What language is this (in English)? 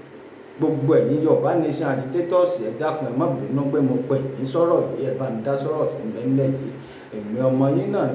Yoruba